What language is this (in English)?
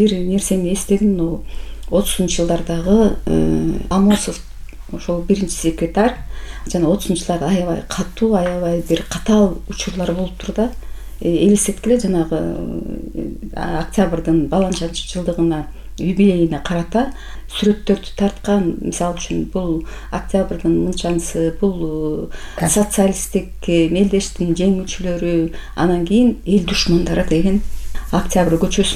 Kyrgyz